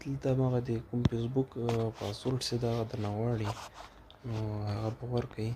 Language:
Pashto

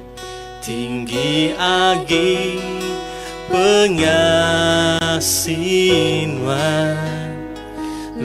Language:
Iban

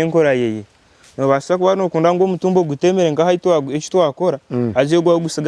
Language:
Nyankole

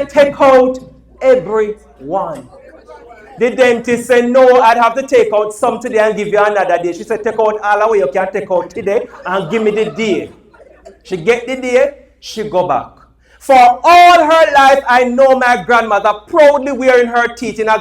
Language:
Jamaican Creole English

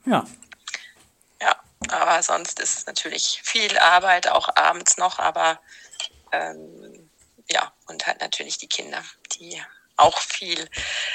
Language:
German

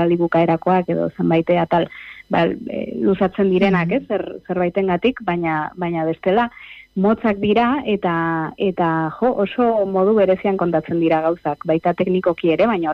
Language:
Basque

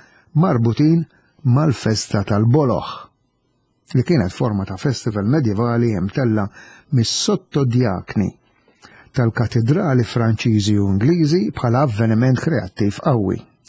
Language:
Maltese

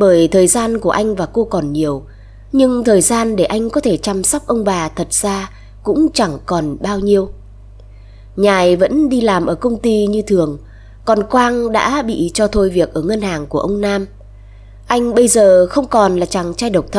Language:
Vietnamese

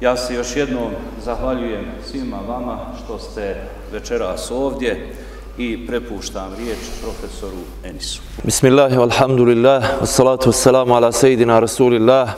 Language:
Bosnian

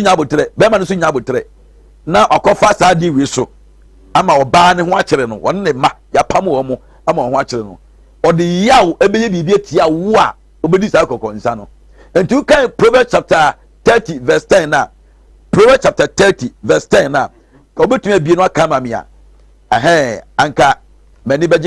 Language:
Akan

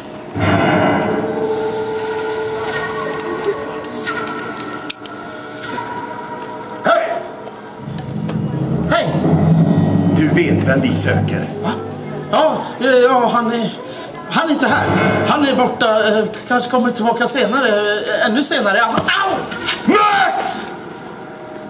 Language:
Swedish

